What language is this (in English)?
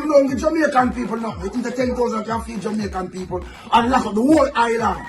Jamaican Creole English